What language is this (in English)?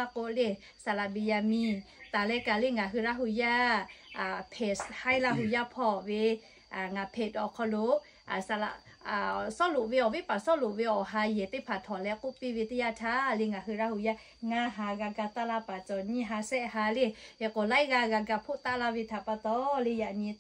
Lahu